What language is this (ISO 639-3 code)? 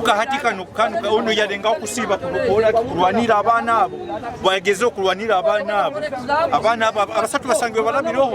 nyn